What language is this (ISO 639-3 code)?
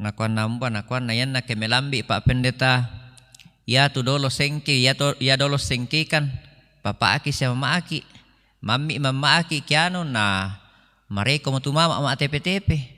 sda